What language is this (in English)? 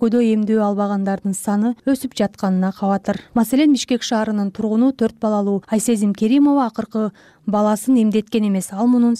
Kyrgyz